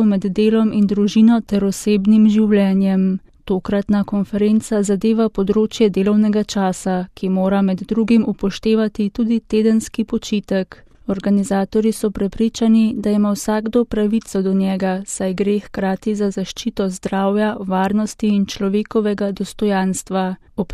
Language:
Slovenian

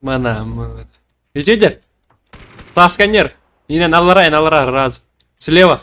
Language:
Yakut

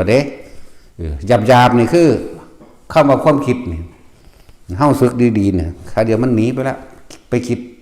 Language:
Northeastern Thai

